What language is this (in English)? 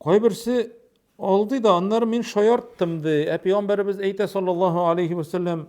Tatar